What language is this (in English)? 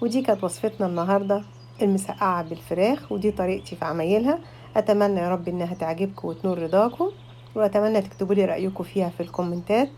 Egyptian Arabic